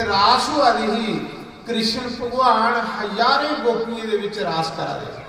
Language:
Dogri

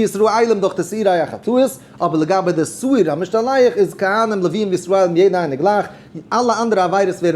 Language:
Yiddish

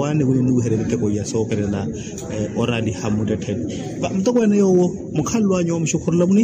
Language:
Makhuwa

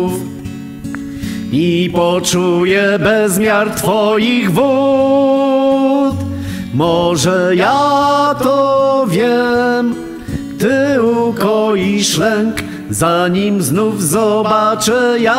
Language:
Polish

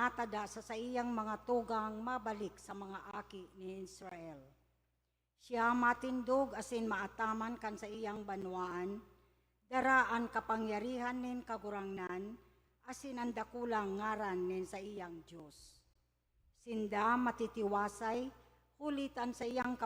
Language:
Bikol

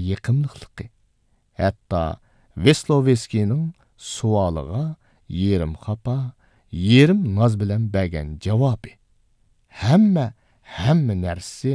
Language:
Uyghur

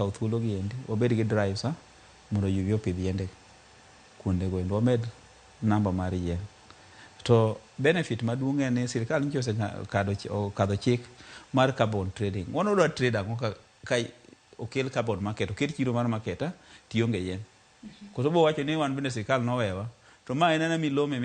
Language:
Luo (Kenya and Tanzania)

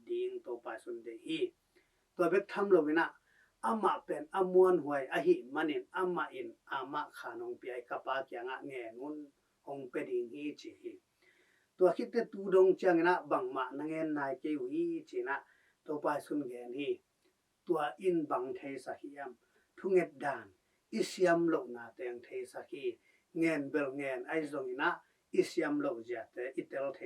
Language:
Tedim Chin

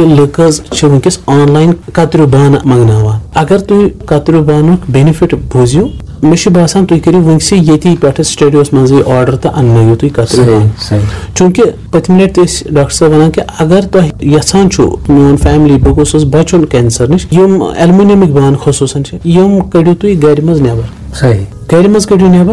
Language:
Kashmiri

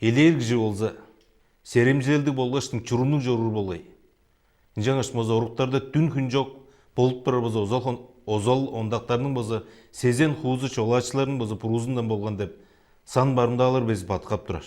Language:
Tuvinian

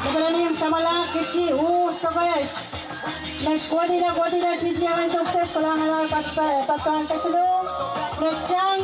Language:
Pohnpeian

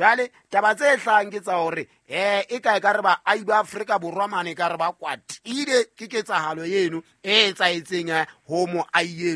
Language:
Southern Sotho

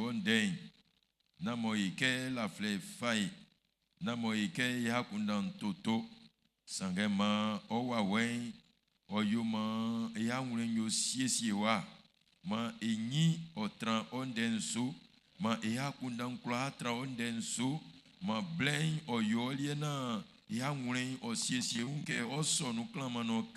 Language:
Baoulé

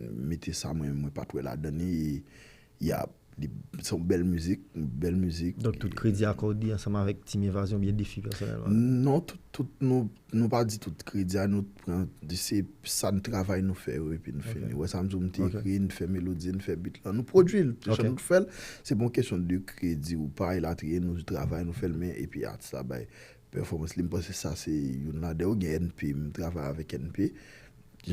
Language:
Haitian Creole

